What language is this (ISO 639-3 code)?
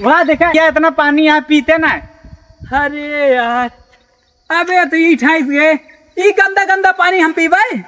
awa